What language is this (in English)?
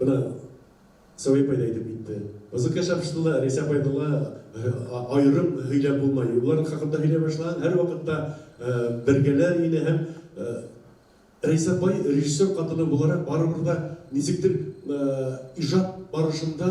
Bashkir